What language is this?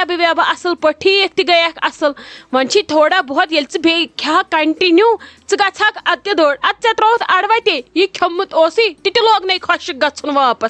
Kashmiri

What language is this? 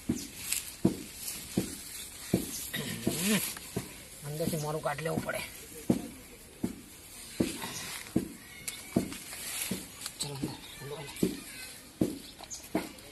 Gujarati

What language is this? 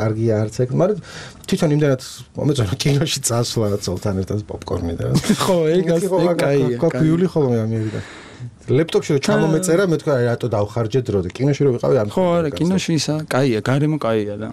Georgian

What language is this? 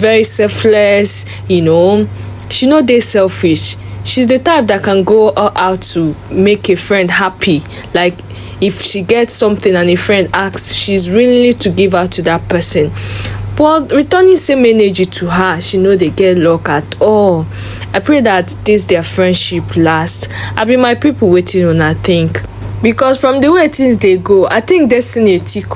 Nigerian Pidgin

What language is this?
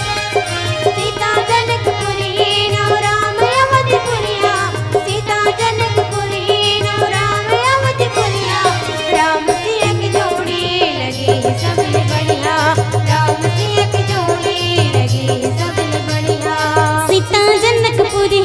Chhattisgarhi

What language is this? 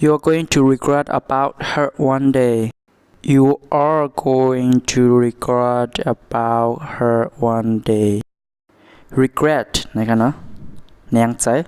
Shan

